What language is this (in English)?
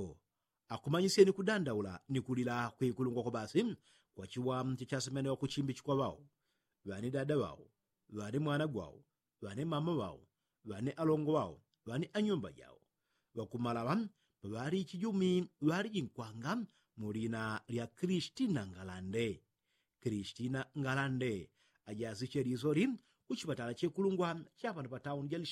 Yao